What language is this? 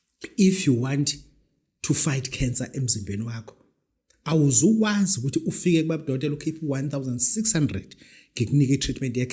Zulu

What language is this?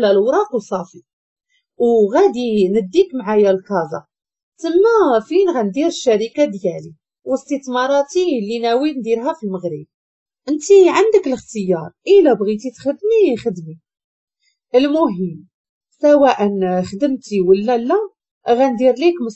Moroccan Arabic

